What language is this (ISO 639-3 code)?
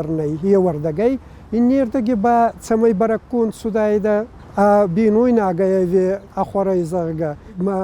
oss